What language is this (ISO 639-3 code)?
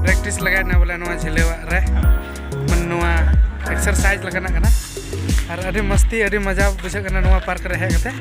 sat